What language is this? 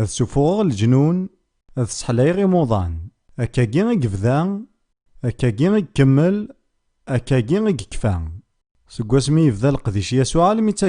Kabyle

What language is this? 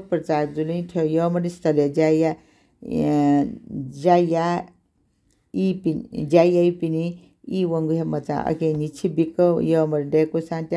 Newari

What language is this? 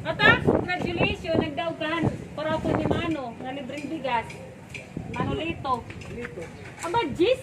Waray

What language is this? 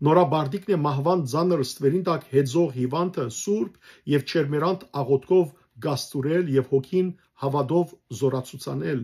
Western Armenian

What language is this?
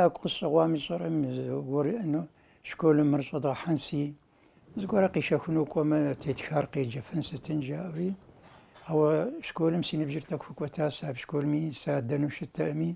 Kabardian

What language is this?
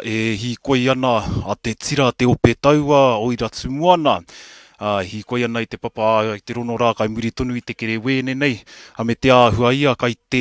Māori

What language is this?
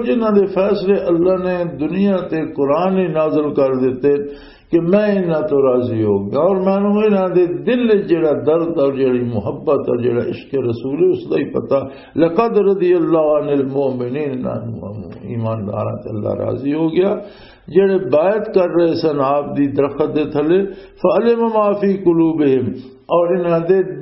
Western Panjabi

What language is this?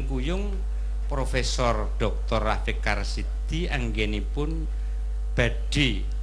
Javanese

